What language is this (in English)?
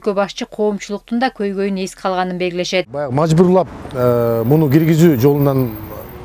Kyrgyz